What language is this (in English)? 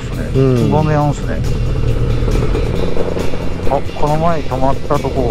Japanese